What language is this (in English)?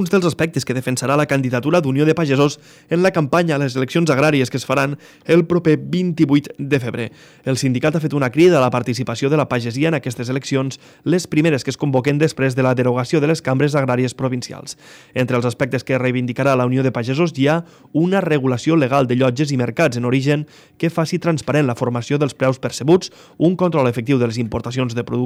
Catalan